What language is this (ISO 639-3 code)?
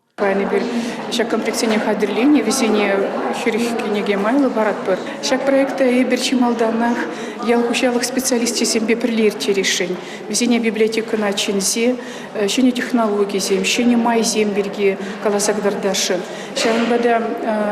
chv